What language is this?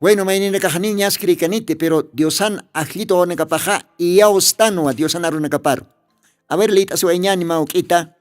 Aymara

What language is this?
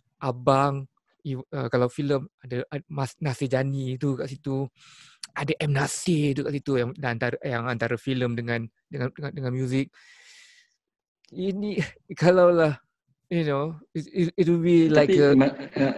Malay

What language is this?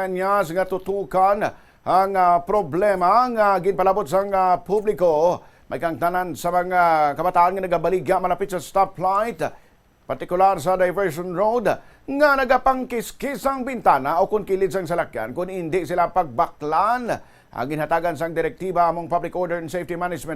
Hiligaynon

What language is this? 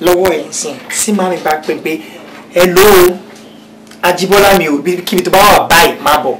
Yoruba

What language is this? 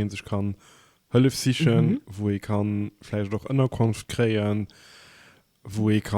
Luxembourgish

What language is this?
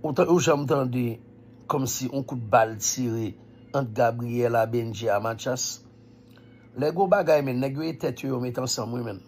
Haitian Creole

